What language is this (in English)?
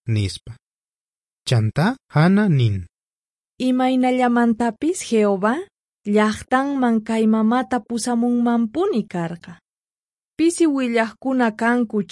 South Bolivian Quechua